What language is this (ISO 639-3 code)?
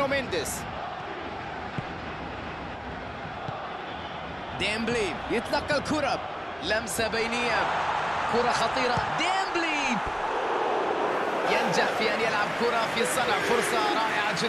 ara